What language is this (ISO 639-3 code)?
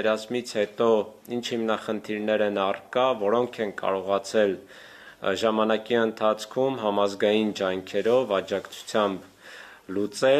hye